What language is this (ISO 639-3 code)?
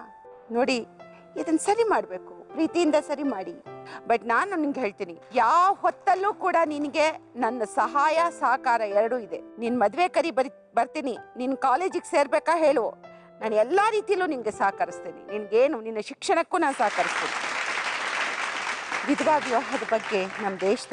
kan